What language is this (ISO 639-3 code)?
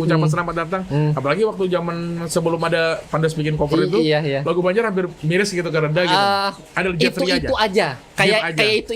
bjn